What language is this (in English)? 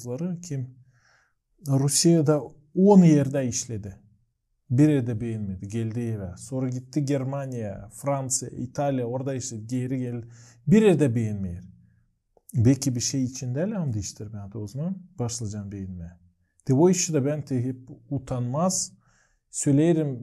Gagauz